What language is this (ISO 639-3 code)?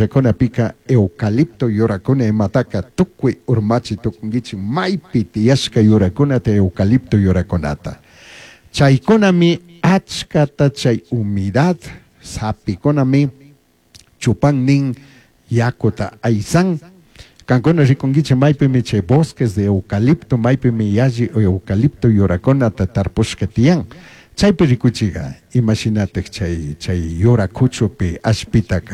qug